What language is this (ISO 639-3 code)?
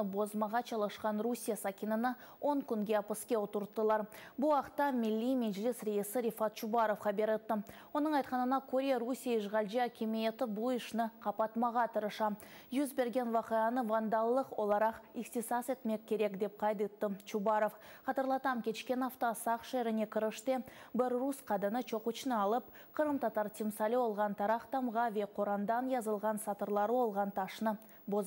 crh